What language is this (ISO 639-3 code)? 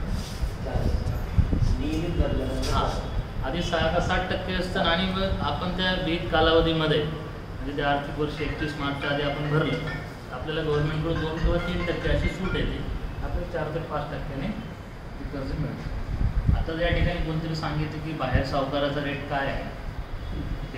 mar